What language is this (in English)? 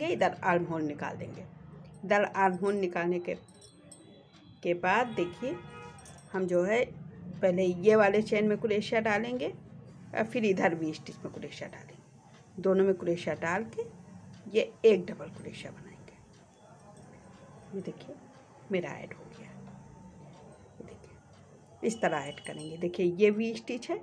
Hindi